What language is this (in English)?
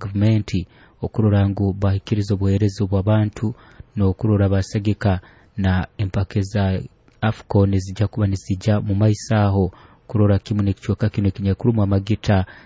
Nyoro